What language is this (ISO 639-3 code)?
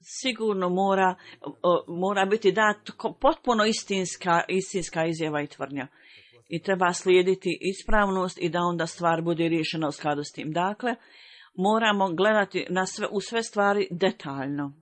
bos